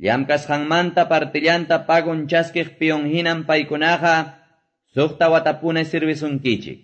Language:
Quechua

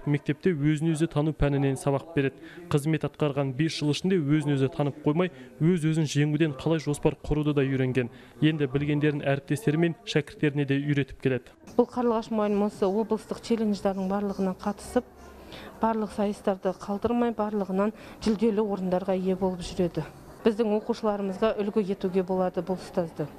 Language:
Kazakh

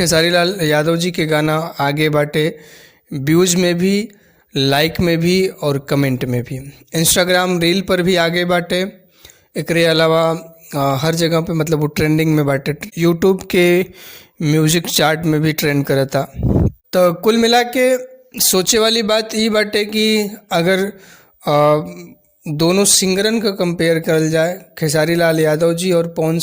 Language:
Bhojpuri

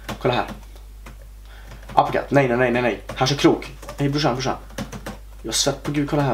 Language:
Swedish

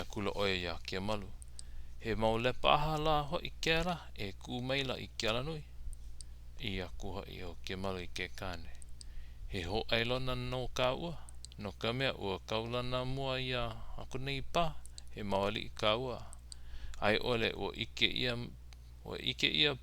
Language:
Hawaiian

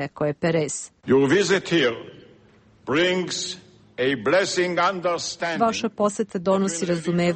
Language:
Serbian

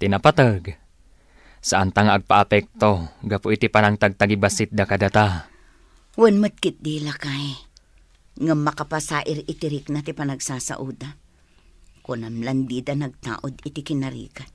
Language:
Iloko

